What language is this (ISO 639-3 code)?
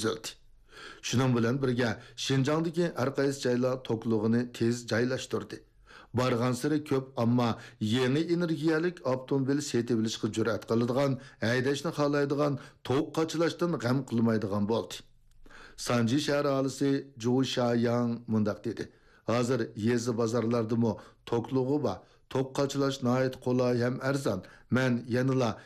uig